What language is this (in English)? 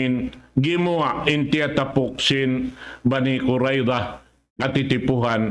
Tausug